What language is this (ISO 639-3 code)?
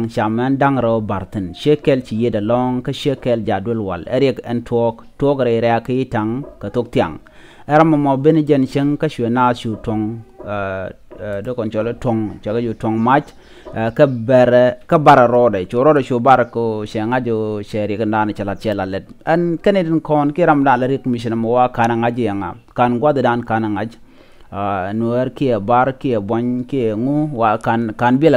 nus